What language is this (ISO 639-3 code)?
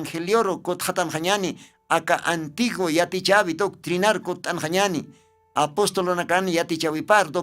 aym